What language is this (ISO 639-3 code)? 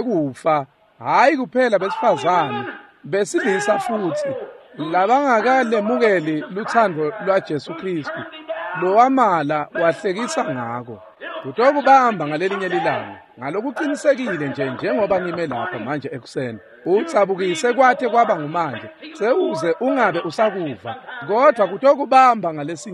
ssw